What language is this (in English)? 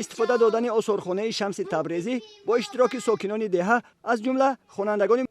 Tajik